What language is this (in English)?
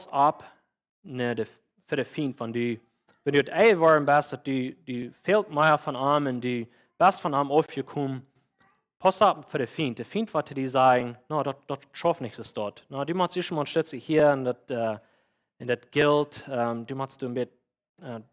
Plautdietsch